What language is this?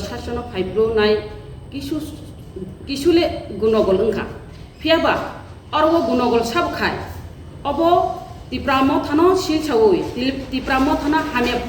Kok Borok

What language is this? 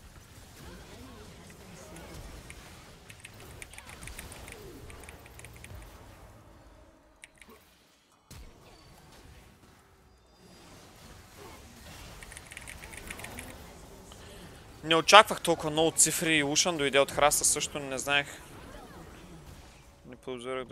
Bulgarian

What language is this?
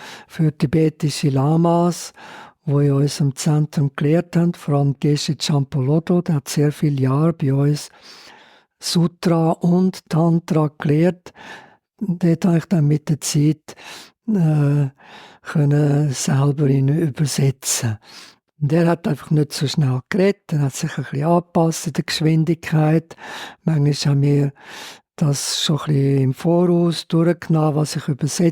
Swiss German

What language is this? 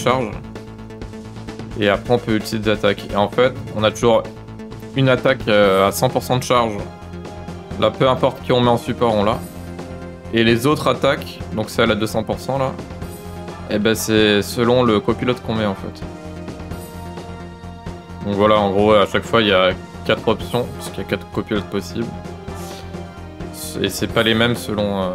French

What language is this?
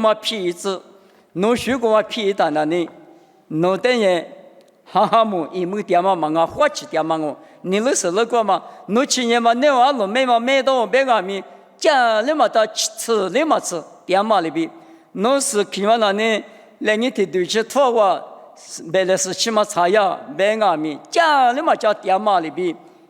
Lisu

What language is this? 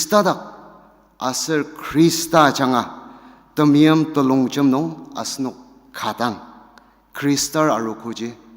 Ao Naga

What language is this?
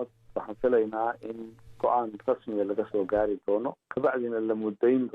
Somali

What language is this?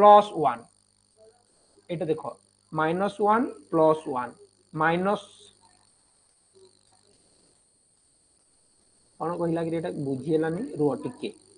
Odia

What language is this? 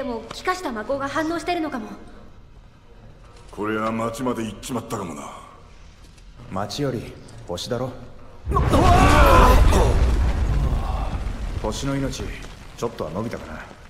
Japanese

